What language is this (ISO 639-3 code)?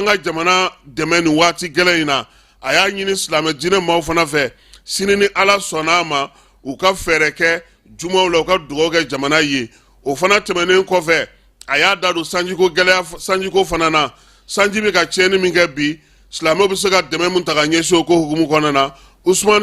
bam